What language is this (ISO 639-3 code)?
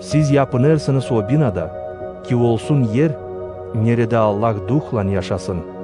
gag